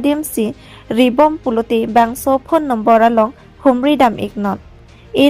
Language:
Karbi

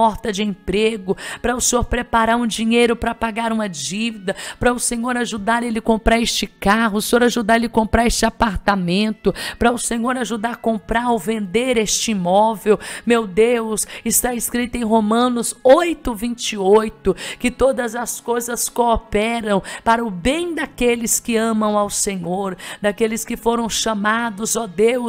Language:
Portuguese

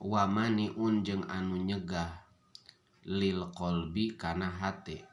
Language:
Sundanese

